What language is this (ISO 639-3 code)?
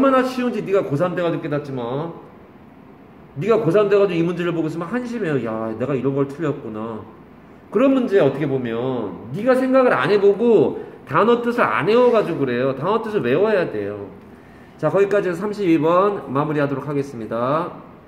kor